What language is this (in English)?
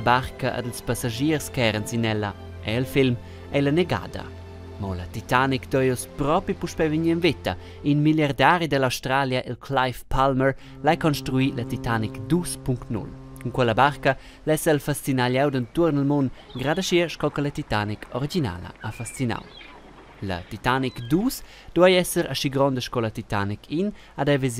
Romansh